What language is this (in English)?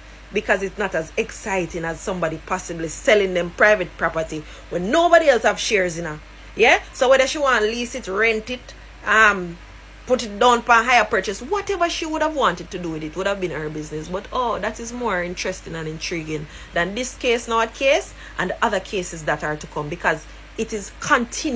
Jamaican Creole English